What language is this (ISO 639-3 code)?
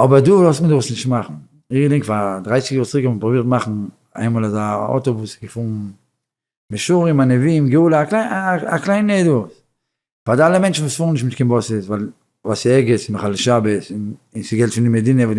yid